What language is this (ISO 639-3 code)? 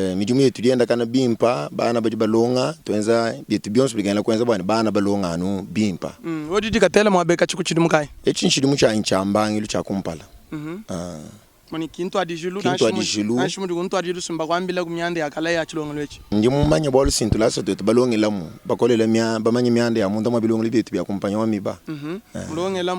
lua